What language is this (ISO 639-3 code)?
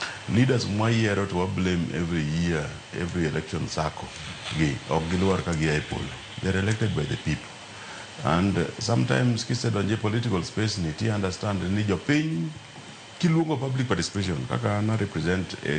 luo